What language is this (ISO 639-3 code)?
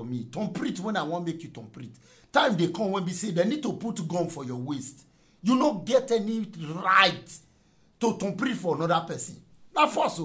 pcm